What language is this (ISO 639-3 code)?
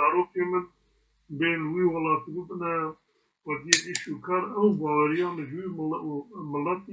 kur